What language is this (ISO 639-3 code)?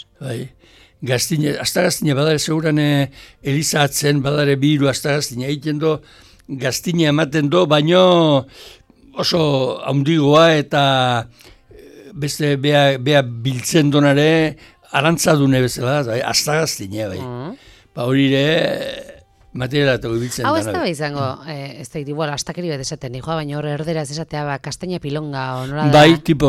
eus